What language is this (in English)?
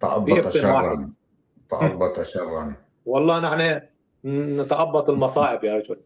North Levantine Arabic